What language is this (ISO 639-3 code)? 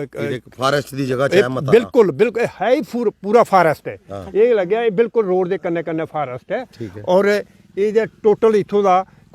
doi